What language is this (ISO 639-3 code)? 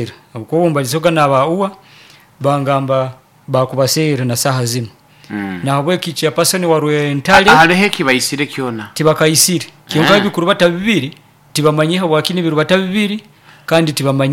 nyo